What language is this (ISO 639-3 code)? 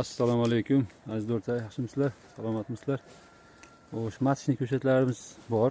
uzb